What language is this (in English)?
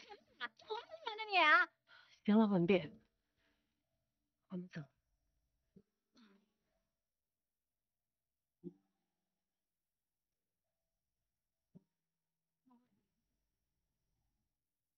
Chinese